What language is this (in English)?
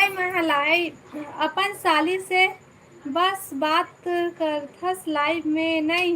Chhattisgarhi